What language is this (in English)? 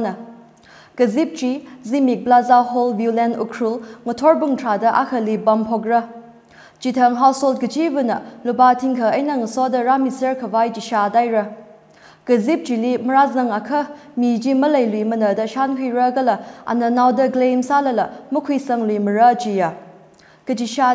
Tangkhul Naga (India)